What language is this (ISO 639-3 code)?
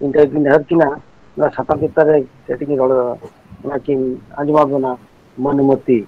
sat